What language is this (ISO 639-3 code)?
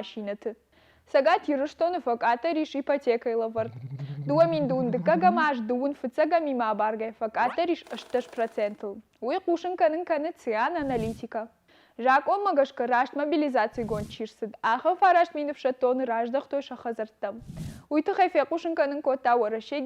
oss